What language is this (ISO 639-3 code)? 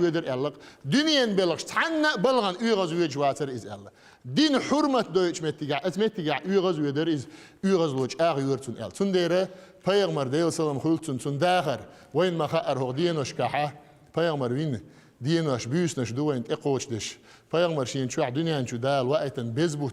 che